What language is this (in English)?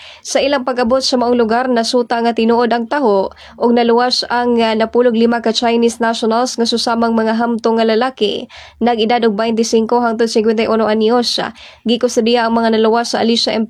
Cebuano